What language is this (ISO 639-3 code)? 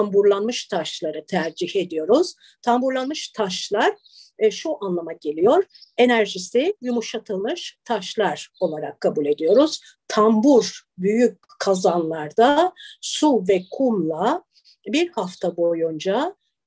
tur